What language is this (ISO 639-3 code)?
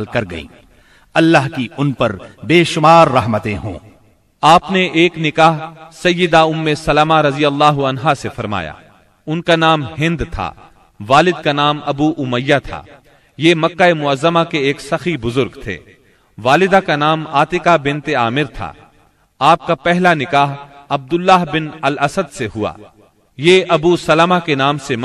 urd